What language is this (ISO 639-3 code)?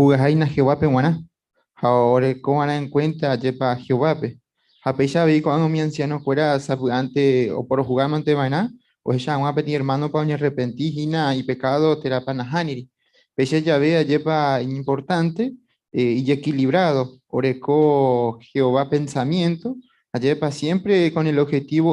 grn